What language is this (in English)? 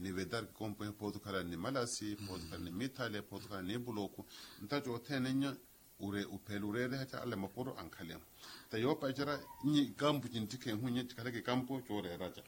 Makhuwa